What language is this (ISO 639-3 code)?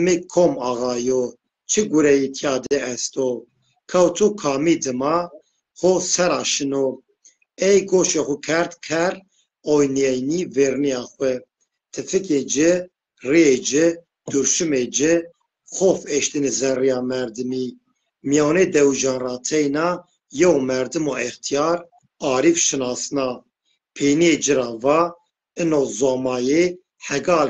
zza